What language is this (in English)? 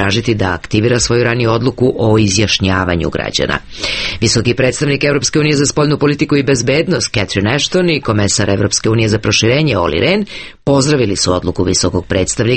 Serbian